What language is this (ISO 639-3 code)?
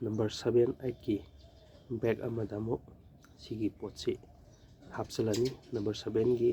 mni